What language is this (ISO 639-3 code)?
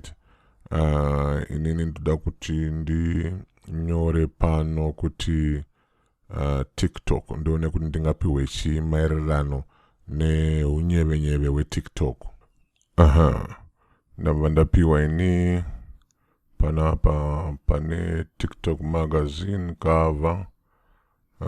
sna